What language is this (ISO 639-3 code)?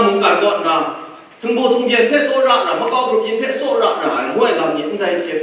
kac